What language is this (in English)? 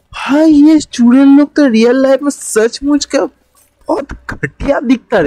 Hindi